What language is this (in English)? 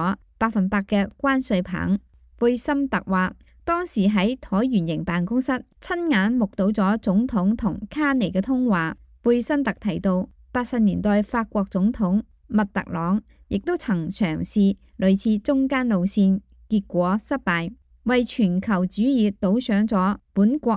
Cantonese